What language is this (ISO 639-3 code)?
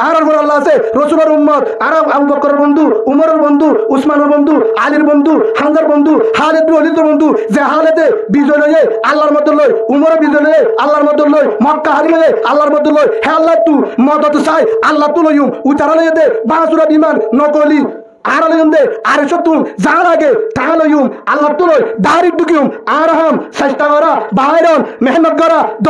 rhg